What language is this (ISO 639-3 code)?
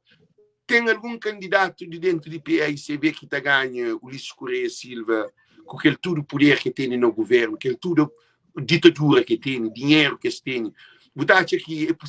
kea